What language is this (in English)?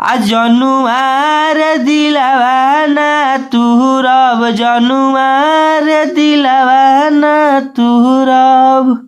Bhojpuri